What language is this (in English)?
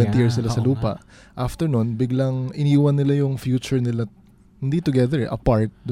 Filipino